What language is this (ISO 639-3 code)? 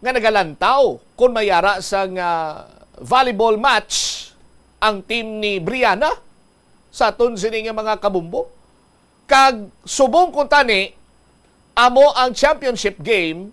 hil